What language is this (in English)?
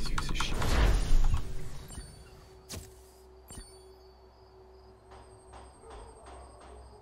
French